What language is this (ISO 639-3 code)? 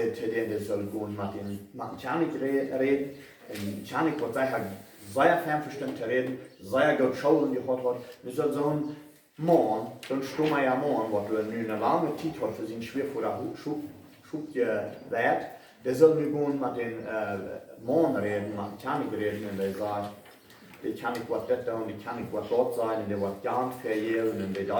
pdt